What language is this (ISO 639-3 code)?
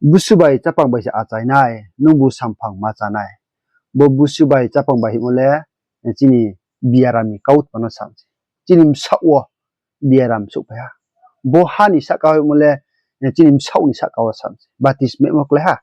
ria